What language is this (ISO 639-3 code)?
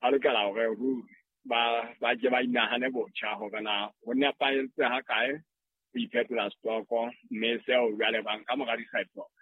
sot